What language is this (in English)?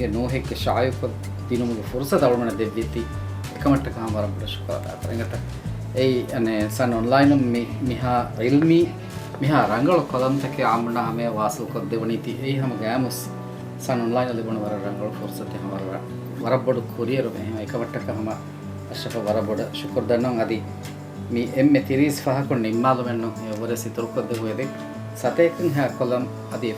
Divehi